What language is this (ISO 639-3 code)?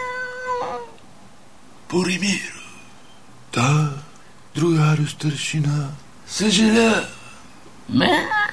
bul